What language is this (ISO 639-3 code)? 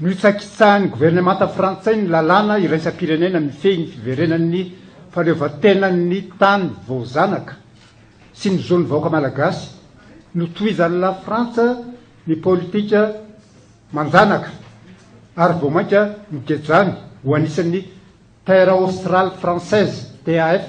mlg